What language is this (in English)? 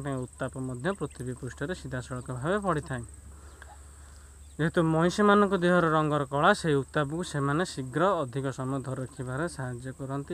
Odia